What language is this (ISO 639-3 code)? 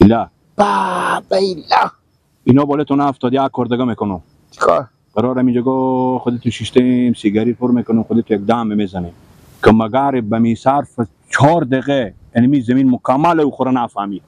fas